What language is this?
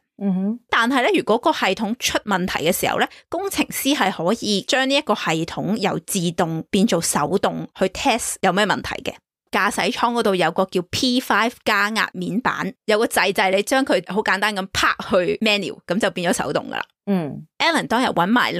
Cantonese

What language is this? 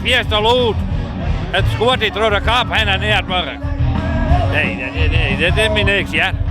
Western Frisian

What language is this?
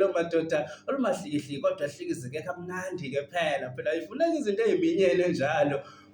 Zulu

